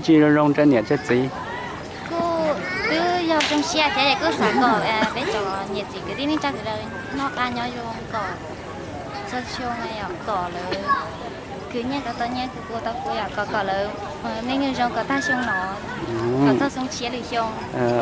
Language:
Hmong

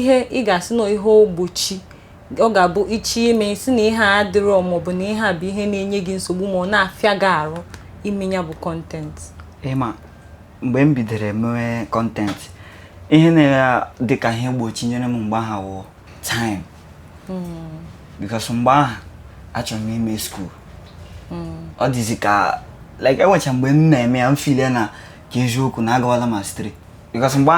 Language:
Igbo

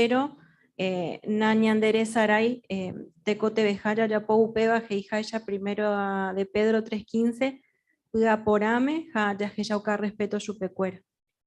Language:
Guarani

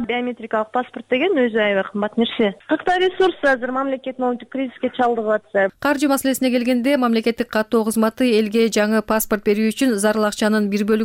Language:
Kyrgyz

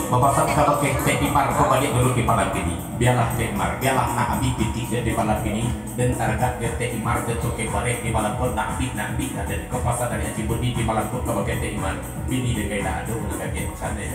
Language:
Minangkabau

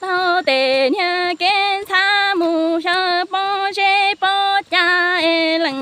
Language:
Hmong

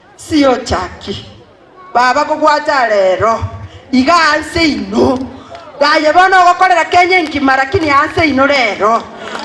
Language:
Gusii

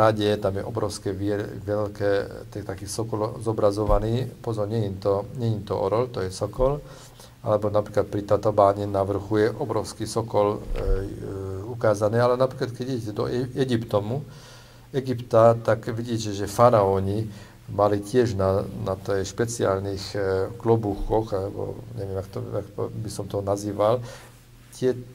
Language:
Slovak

